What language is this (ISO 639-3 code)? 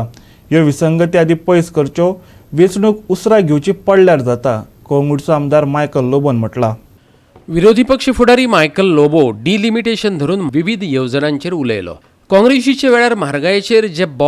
kok